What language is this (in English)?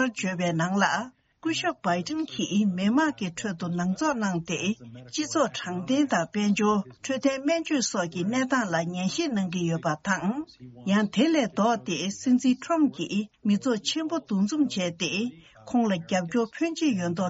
Tibetan